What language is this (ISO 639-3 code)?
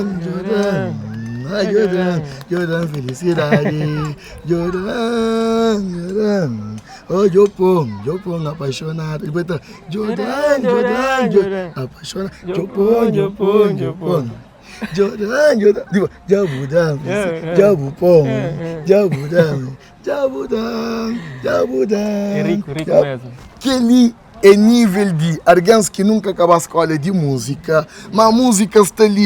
kea